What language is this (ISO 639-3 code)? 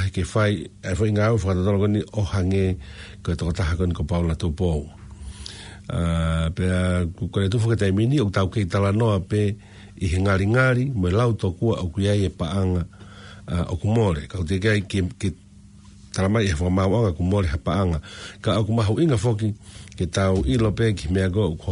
ton